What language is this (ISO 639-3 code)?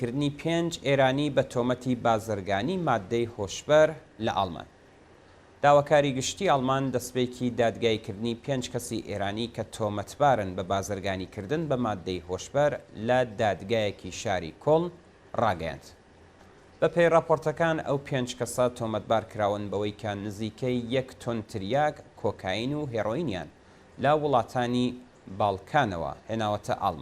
ckb